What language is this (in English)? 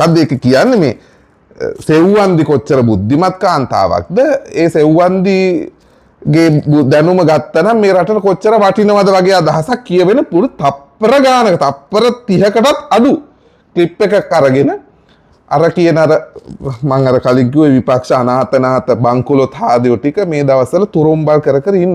Sinhala